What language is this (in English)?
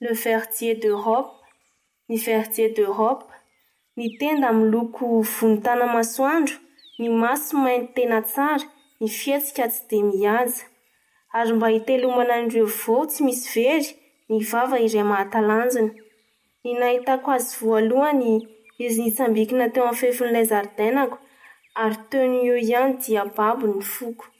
Malagasy